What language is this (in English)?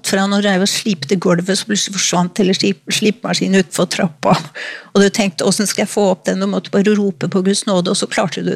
Norwegian